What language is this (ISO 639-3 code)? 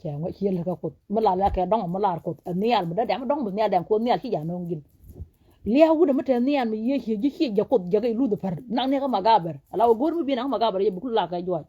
nus